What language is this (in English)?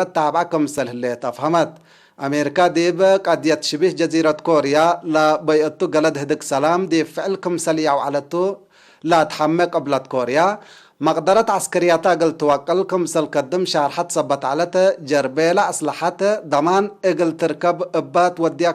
Tigre